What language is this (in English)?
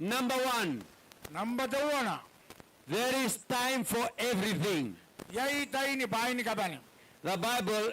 Gilbertese